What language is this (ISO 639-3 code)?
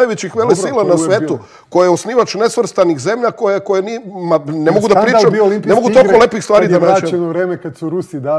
srp